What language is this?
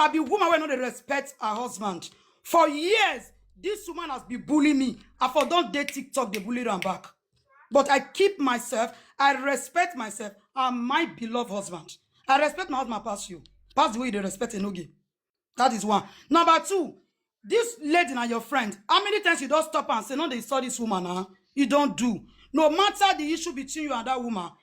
Nigerian Pidgin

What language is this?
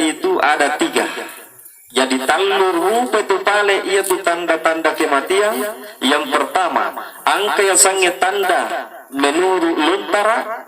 Buginese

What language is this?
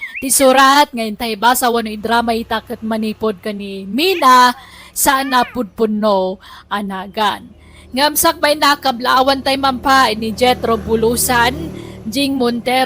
Iloko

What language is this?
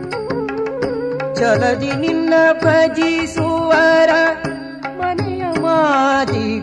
Kannada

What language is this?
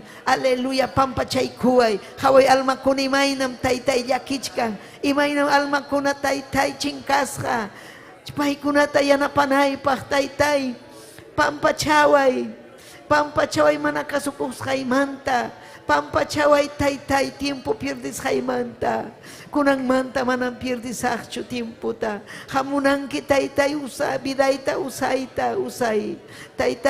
Ayacucho Quechua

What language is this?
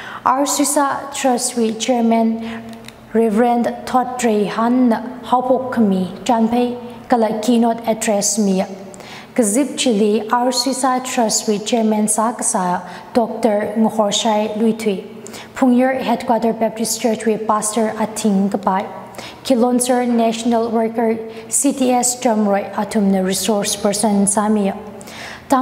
Tangkhul Naga (India)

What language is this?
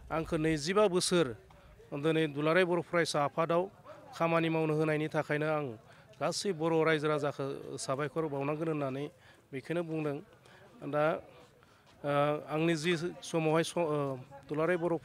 Bodo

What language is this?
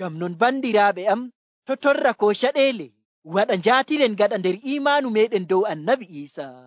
Nigerian Fulfulde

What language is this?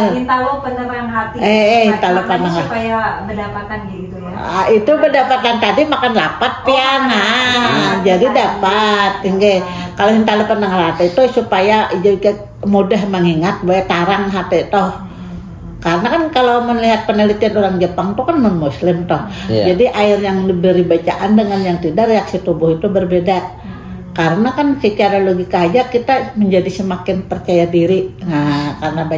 Banjar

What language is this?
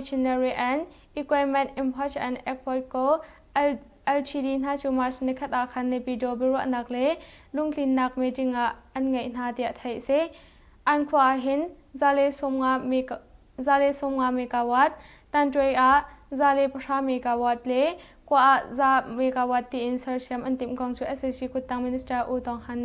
Hakha Chin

